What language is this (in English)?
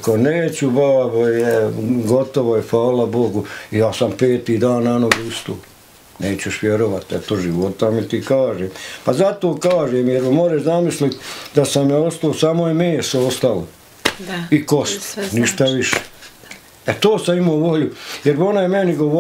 Bosnian